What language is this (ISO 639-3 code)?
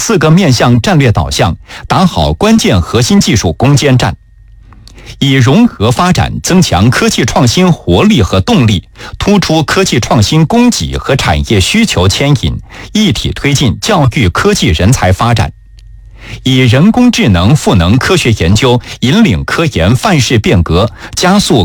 zho